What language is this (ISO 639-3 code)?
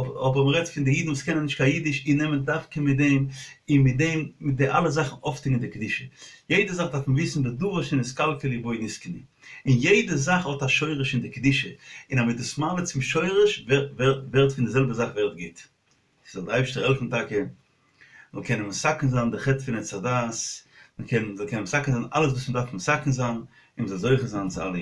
yid